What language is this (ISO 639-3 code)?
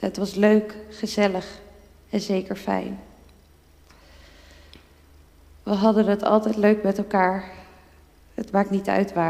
nld